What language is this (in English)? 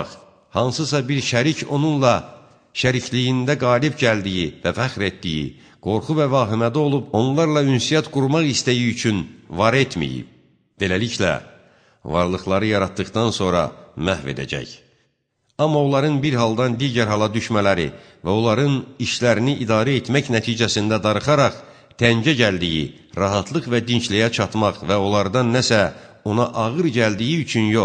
Azerbaijani